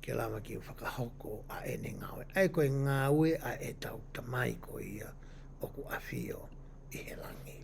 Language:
Tongan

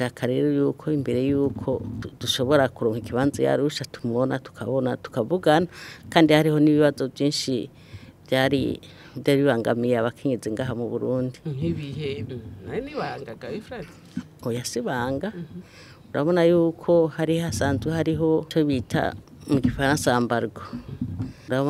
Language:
Rundi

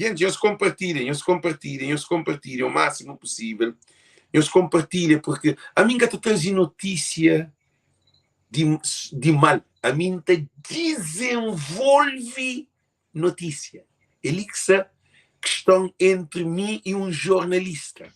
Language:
Kabuverdianu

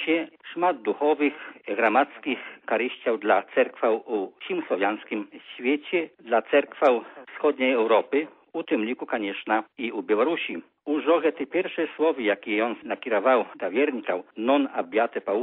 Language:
Belarusian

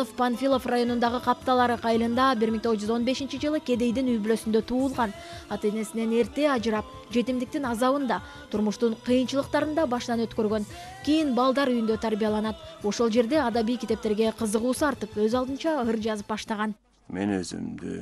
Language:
Kyrgyz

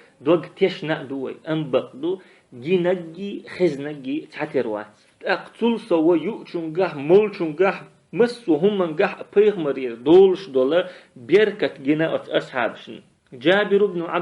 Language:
Chechen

